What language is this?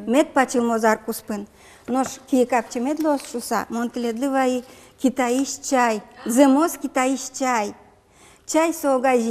Udmurt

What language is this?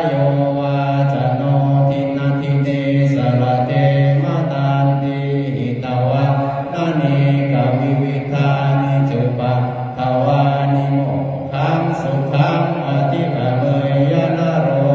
Pali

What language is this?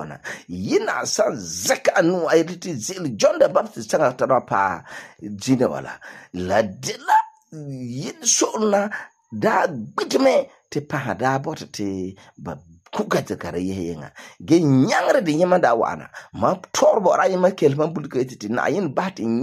Frafra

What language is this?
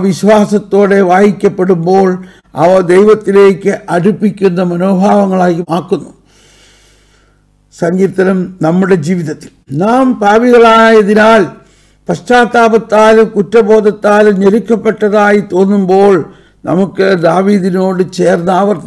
Malayalam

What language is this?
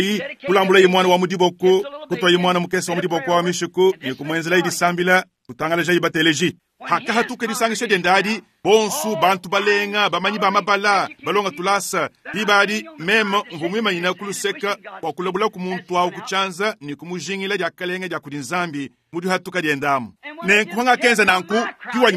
Luba-Lulua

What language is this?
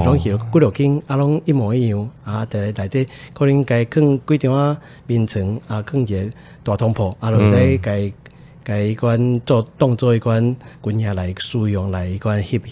Min Nan Chinese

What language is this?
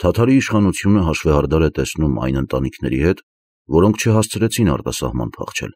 Armenian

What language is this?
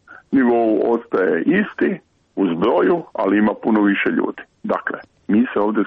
Croatian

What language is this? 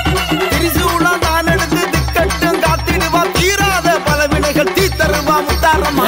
Tamil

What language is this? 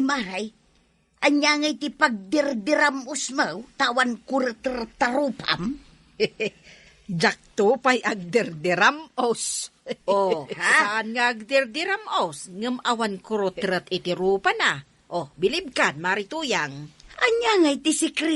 Iloko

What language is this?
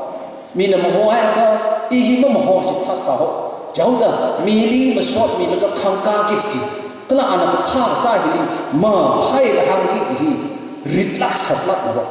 Tangkhul Naga (India)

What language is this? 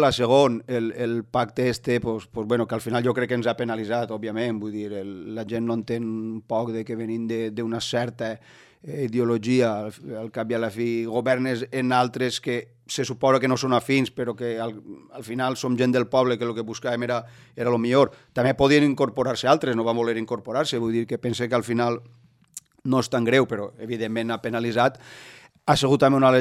Catalan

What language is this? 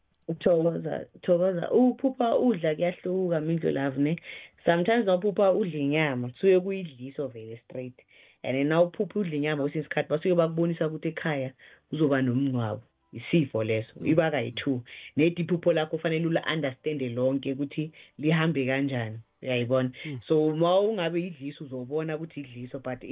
South Ndebele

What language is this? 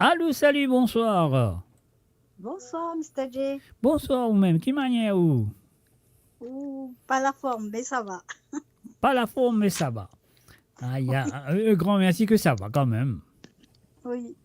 Morisyen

